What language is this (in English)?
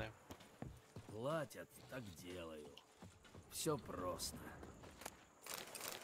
Russian